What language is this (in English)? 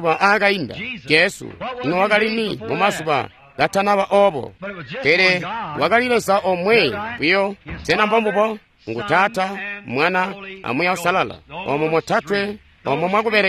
Tonga (Zambia)